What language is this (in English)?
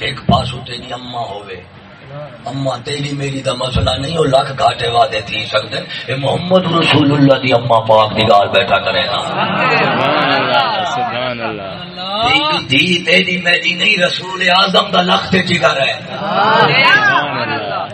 Saraiki